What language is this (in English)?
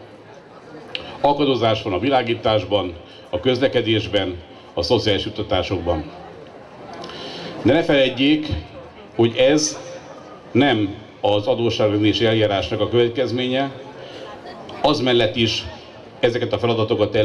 Hungarian